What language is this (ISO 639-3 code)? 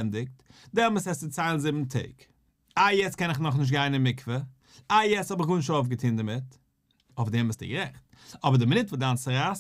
yid